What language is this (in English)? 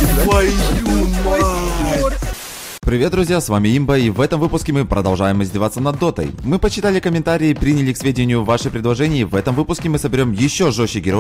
Russian